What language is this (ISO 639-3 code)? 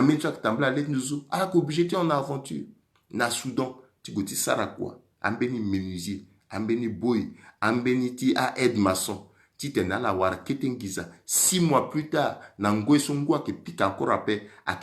sag